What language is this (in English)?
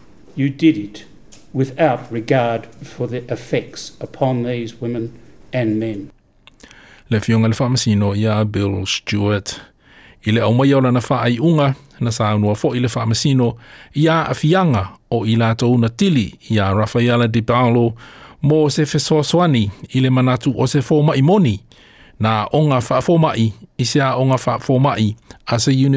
Samoan